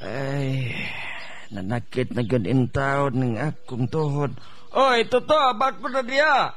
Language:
Cebuano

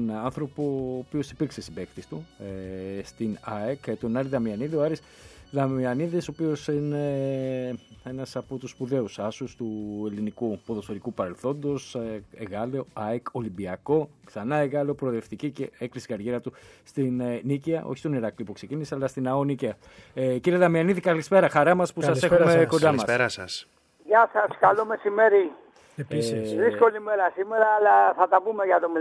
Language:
Greek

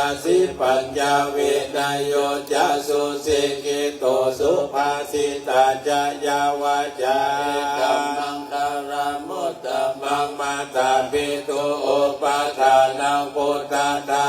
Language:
Pali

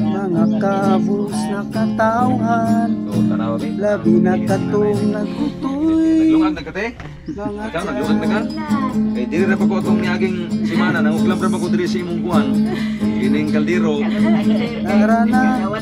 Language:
Cebuano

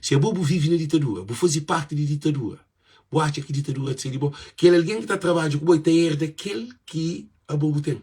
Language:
Kabuverdianu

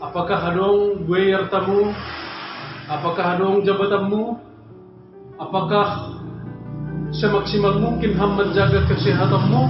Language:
Batak Simalungun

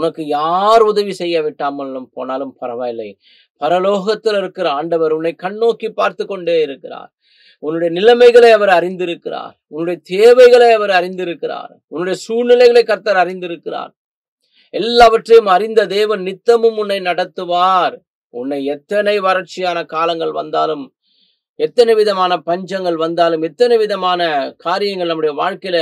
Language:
Tamil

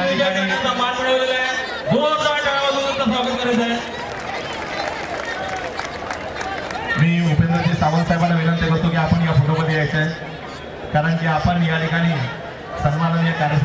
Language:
Marathi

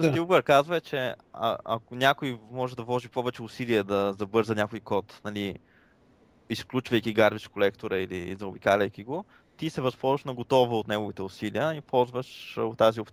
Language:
Bulgarian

